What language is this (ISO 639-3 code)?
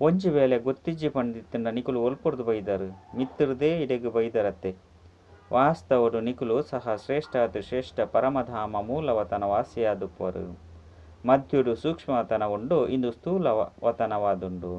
tcy